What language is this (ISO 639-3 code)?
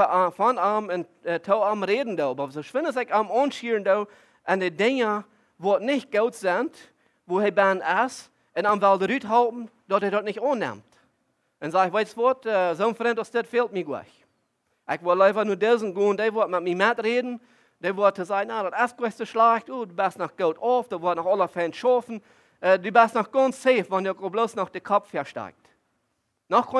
pdt